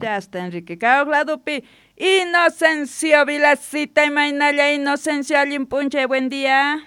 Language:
South Bolivian Quechua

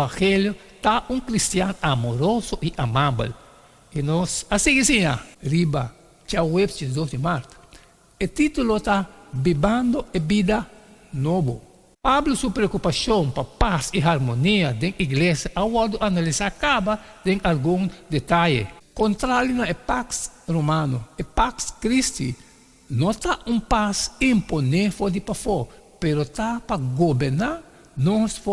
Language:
Papiamento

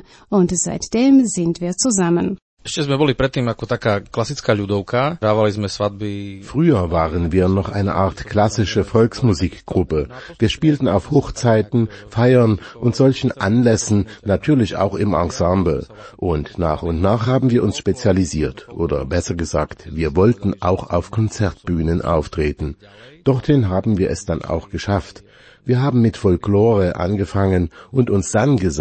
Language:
German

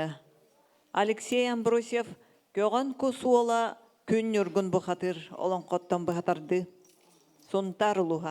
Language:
Yakut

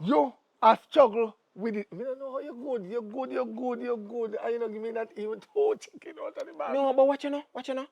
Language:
Jamaican Creole English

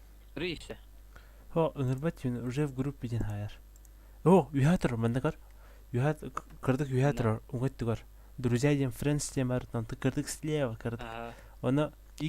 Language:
Yakut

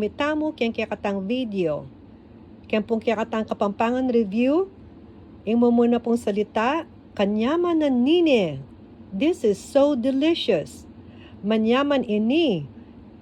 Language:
Pampanga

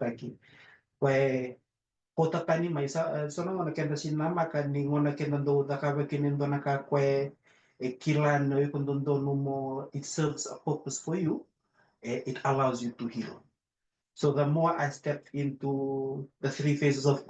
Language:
Fijian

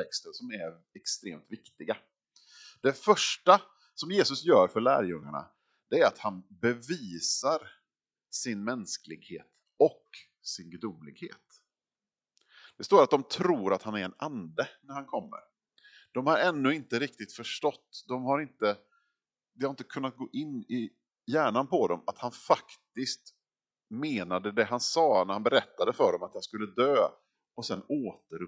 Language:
Swedish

